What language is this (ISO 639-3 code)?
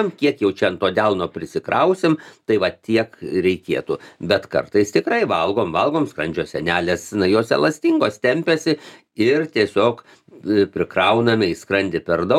lit